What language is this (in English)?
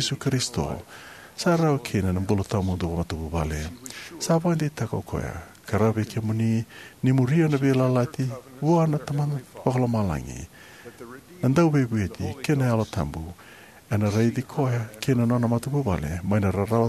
Fijian